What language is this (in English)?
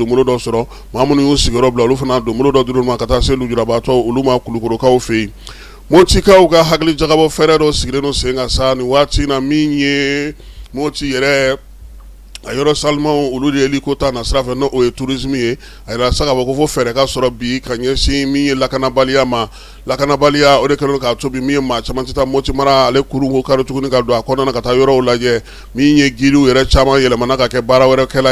Bambara